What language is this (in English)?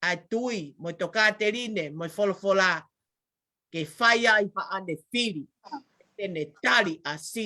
Tongan